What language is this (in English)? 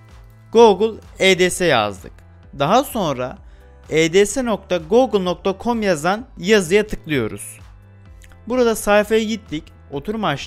Turkish